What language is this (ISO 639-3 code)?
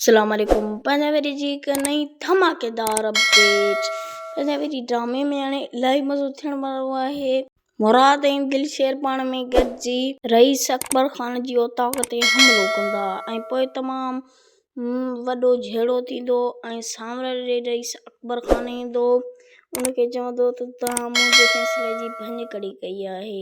snd